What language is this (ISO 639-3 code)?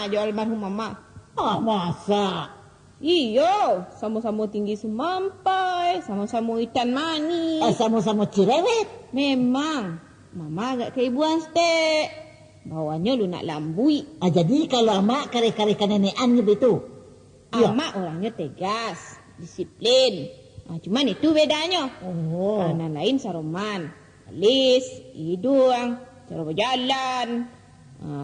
min